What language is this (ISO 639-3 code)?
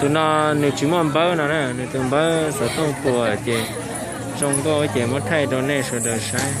hmn